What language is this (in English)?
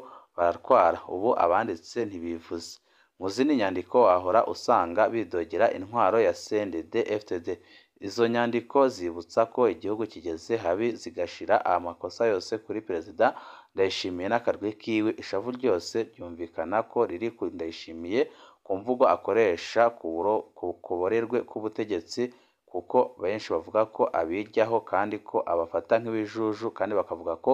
Rundi